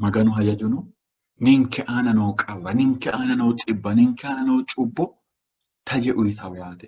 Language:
Sidamo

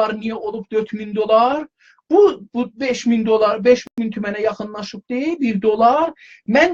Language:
South Azerbaijani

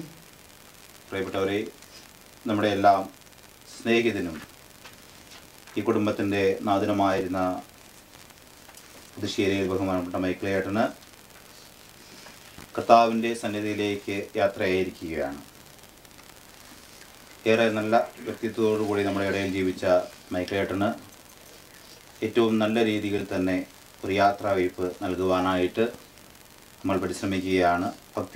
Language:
Malayalam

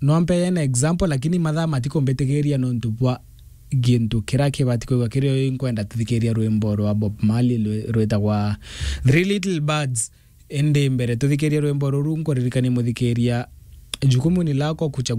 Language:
Meru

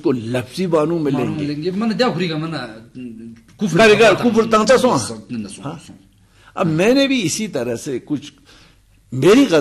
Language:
Urdu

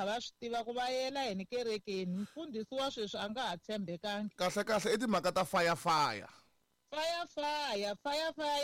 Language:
Tsonga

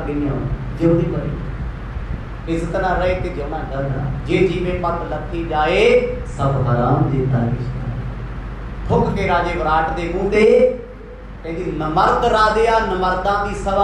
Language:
Punjabi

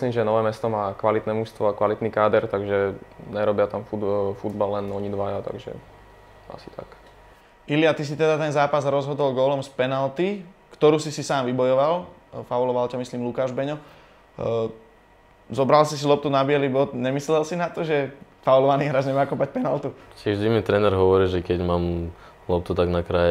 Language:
Slovak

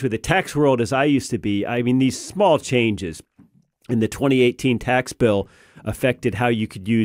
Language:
English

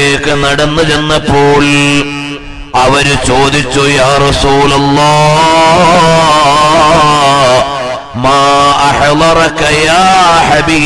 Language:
Malayalam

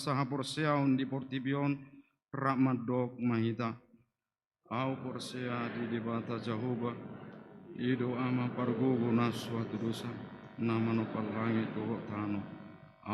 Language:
Batak Toba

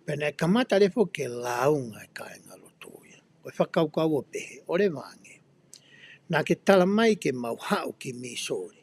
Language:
Tongan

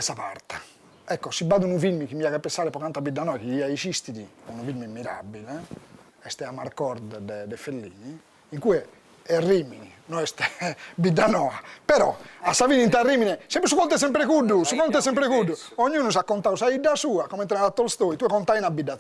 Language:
Sardinian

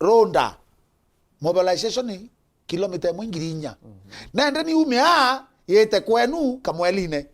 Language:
Meru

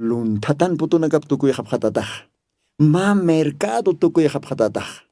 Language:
Aymara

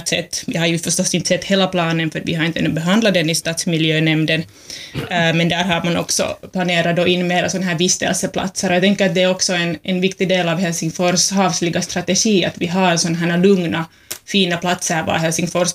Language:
Swedish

